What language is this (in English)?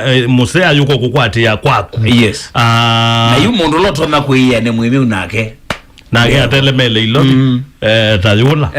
Kamba